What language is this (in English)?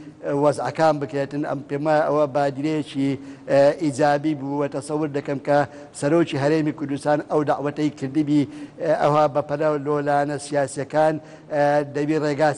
Central Kurdish